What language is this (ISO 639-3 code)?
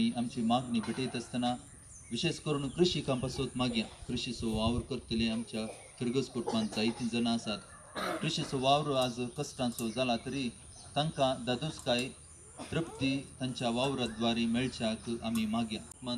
kok